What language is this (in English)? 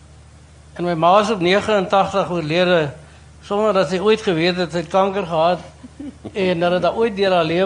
Afrikaans